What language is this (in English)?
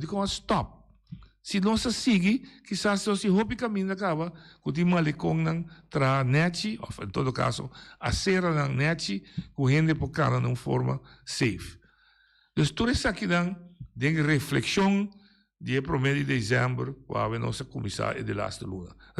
Papiamento